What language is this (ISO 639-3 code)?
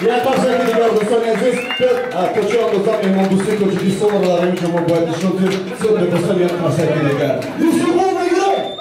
tgk